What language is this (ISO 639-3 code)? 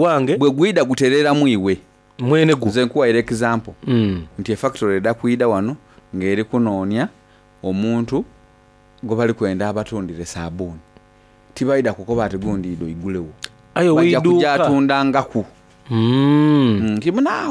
xog